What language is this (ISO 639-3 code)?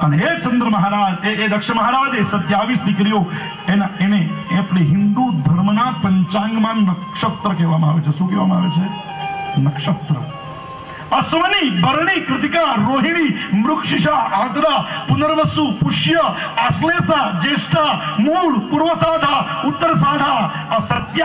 guj